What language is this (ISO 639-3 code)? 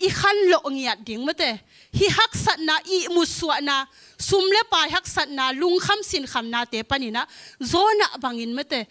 ctd